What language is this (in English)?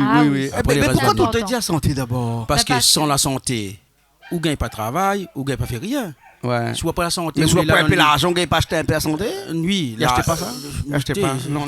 Réunion Creole French